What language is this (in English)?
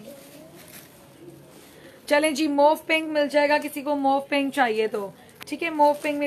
Hindi